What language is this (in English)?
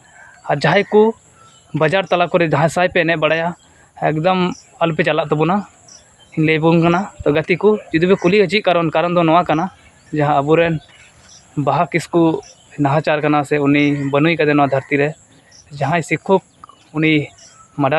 Santali